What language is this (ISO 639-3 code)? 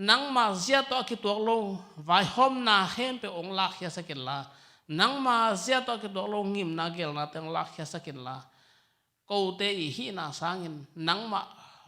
ctd